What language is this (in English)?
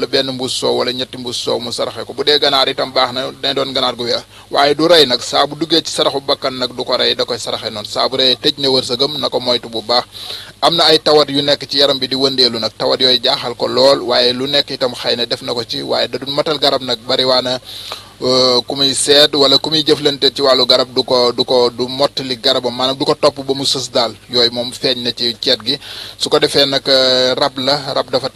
Wolof